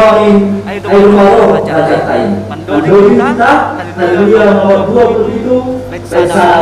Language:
Batak Simalungun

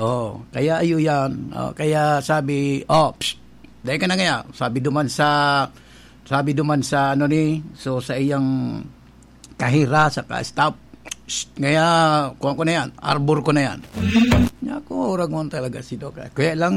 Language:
Bikol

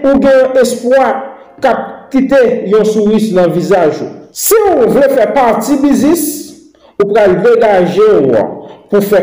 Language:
Haitian Creole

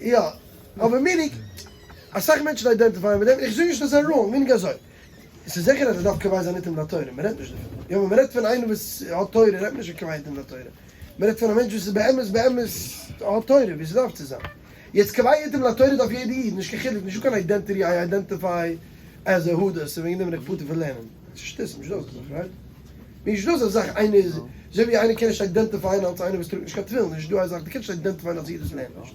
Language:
Yiddish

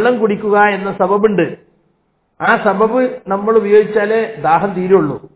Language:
Malayalam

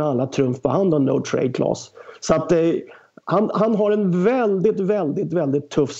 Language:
Swedish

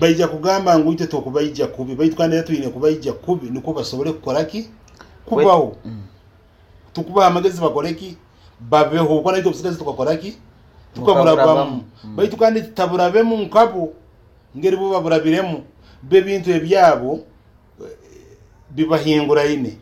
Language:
Nyoro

